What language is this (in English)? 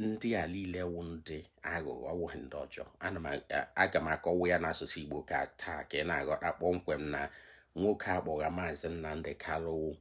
Igbo